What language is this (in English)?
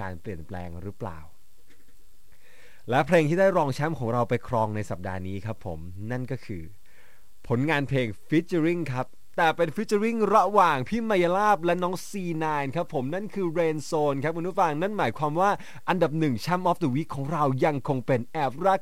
Thai